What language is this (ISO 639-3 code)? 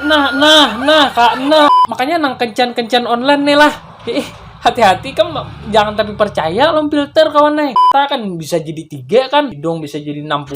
bjn